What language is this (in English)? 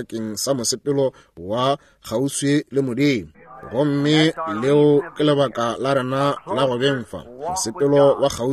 Northern Sotho